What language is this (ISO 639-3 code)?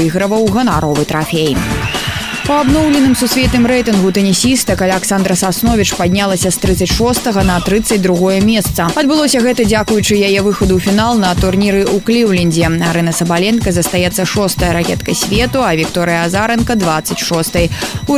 bel